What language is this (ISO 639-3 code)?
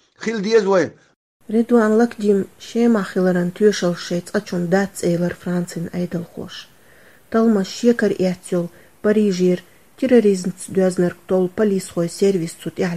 che